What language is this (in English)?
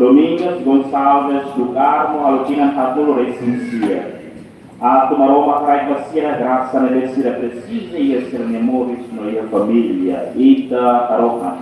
Tetum